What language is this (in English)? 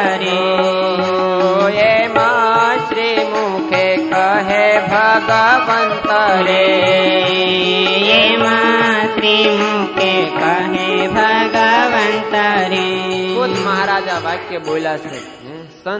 Gujarati